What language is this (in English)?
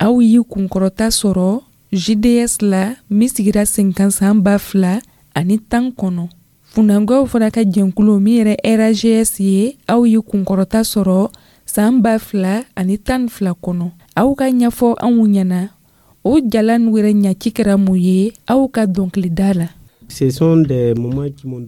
Dyula